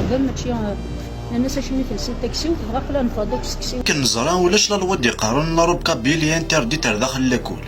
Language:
Kabyle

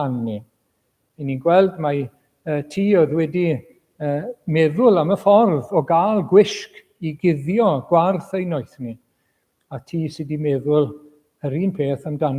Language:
Welsh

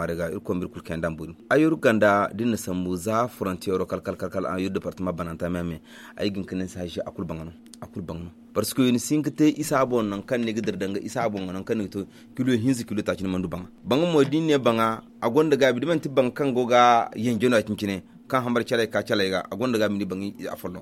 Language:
Zarma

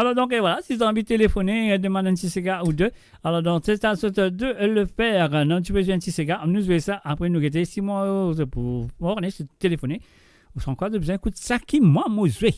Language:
Morisyen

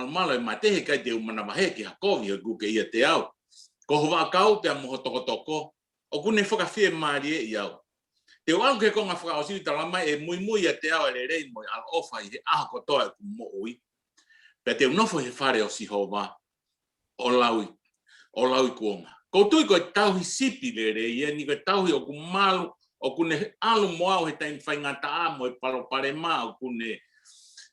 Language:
Tongan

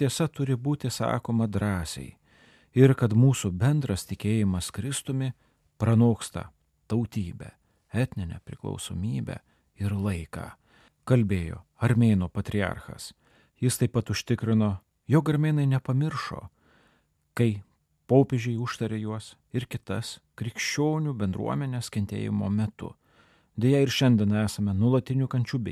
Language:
Lithuanian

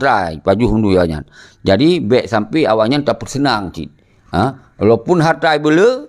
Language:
Achinese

